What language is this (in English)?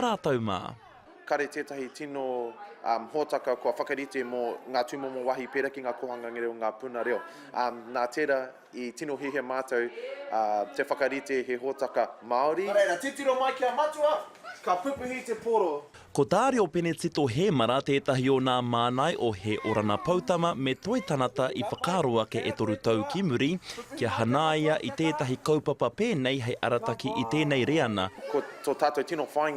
Māori